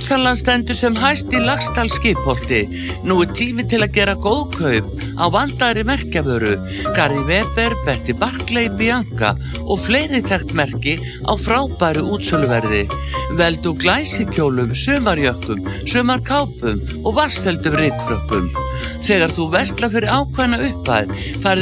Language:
Icelandic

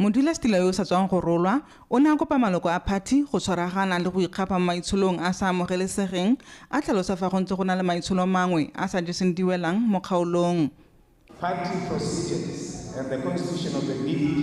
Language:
Tswana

